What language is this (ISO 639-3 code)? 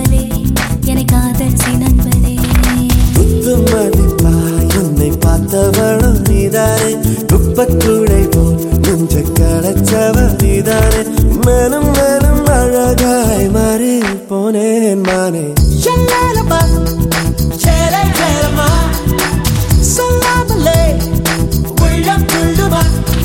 tam